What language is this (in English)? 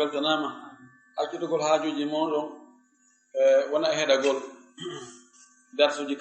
Fula